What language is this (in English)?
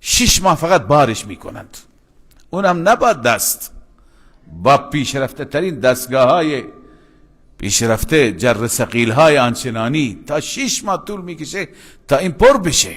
Persian